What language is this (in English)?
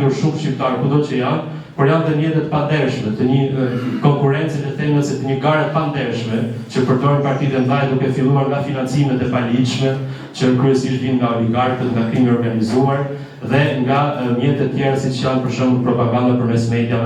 Albanian